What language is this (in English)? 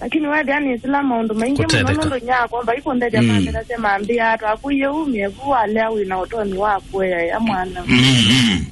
Kamba